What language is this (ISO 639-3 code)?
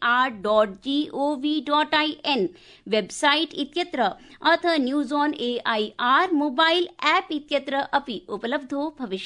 san